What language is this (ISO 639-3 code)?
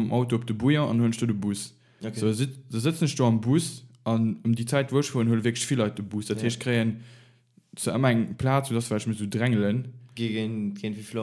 ltz